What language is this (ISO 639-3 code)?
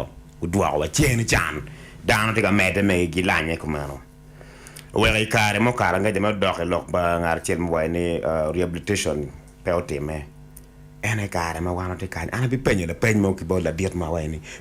ach